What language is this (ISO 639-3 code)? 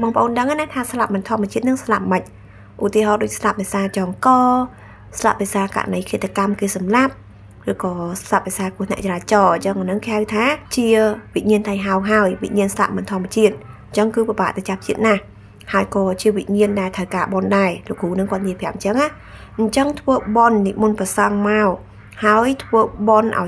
khm